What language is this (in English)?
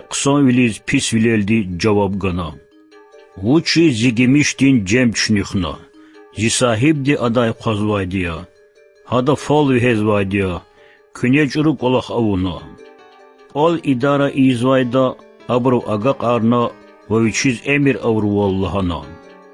Lezghian